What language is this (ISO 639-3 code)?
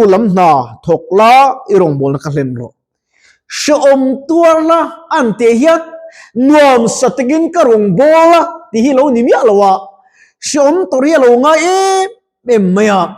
lus